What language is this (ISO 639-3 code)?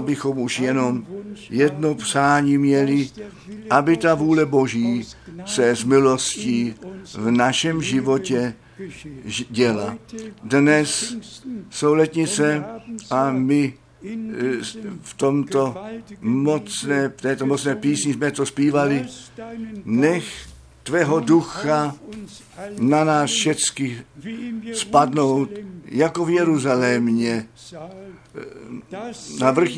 ces